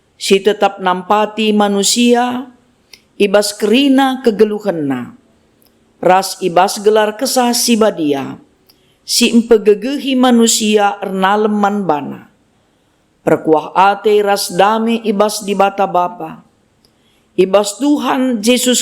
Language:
Batak Karo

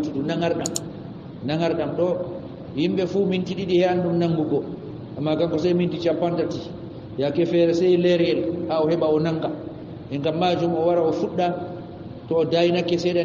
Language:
Fula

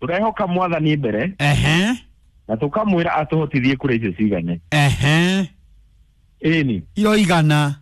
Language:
Kikuyu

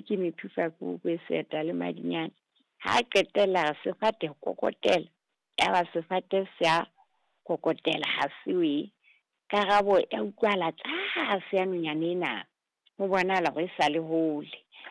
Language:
Southern Sotho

